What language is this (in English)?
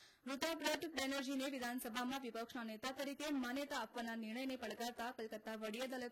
Gujarati